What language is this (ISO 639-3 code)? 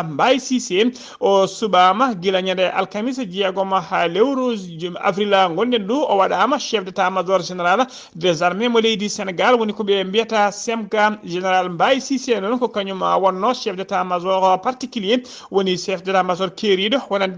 ful